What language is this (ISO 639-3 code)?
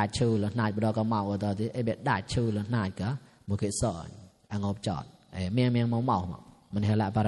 mnw